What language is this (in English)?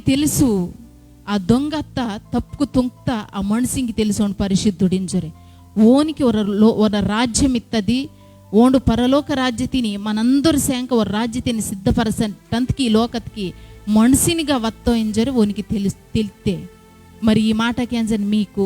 Koya